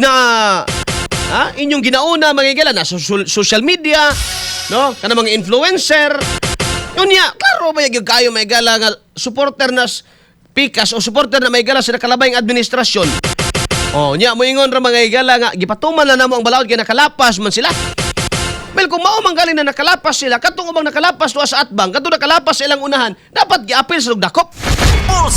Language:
Cebuano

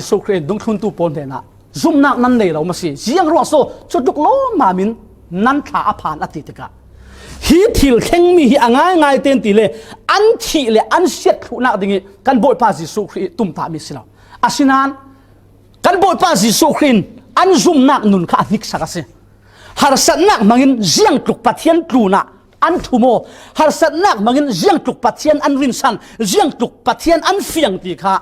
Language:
Falam Chin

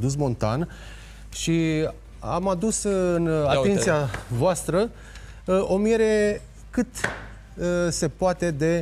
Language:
Romanian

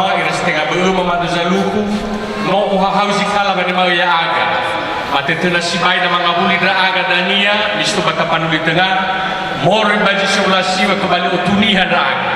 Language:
Nias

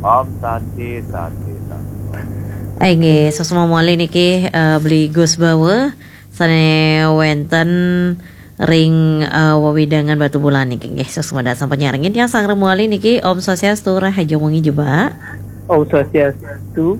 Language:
Balinese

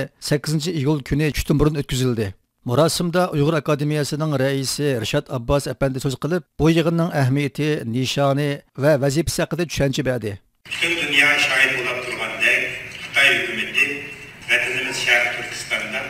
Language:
Uyghur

